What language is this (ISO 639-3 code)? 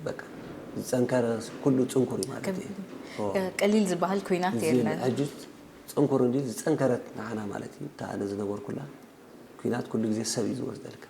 tir